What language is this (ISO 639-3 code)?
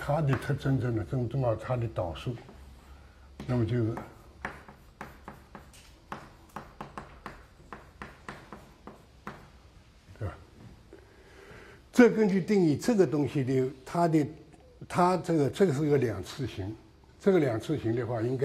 zho